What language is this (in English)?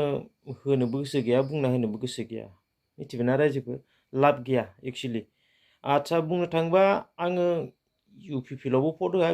Bodo